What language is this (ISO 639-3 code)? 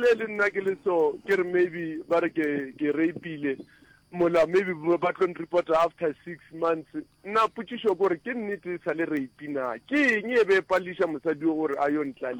nso